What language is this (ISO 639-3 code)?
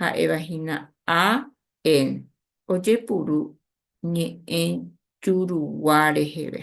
grn